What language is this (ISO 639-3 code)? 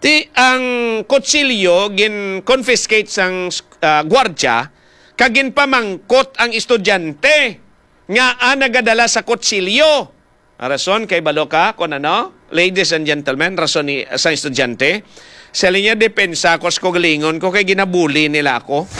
hil